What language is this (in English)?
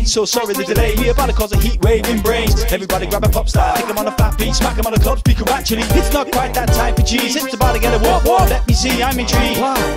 English